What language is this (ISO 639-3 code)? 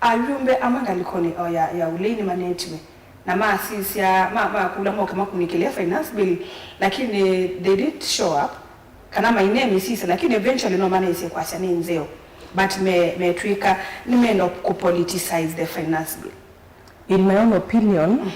kam